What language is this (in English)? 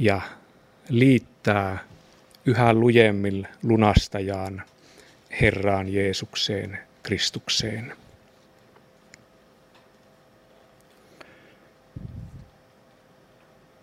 Finnish